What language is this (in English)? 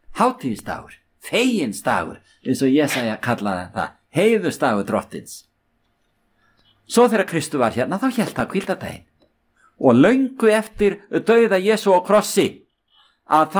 Icelandic